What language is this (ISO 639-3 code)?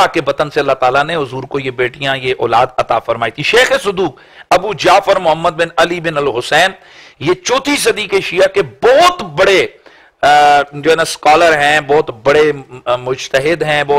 urd